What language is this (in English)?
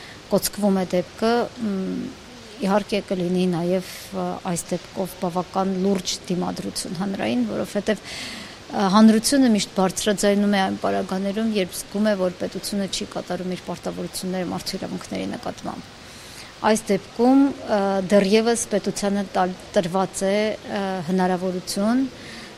Armenian